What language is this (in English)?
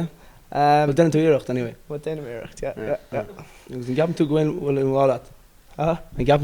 Irish